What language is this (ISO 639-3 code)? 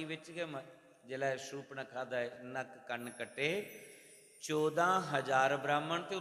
doi